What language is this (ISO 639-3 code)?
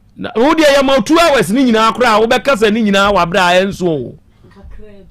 aka